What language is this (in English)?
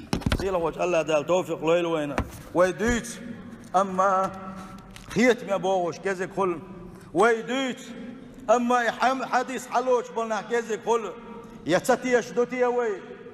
Chechen